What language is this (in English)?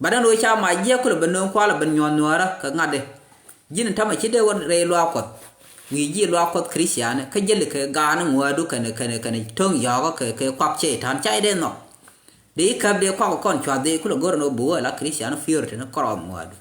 Nuer